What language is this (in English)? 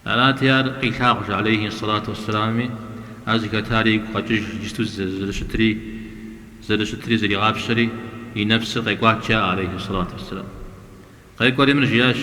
Kabardian